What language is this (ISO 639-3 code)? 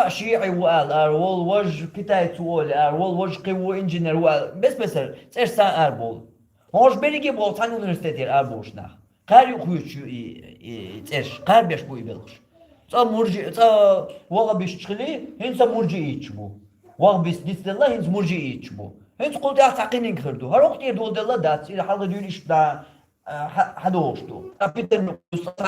che